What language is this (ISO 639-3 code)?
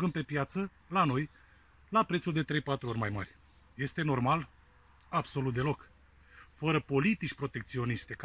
ron